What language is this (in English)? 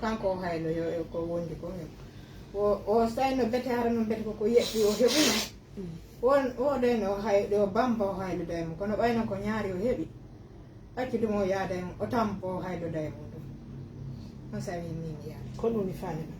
Fula